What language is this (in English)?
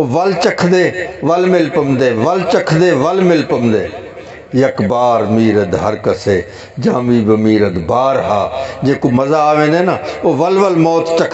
Saraiki